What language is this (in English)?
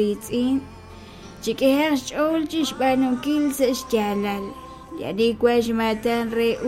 Kekchí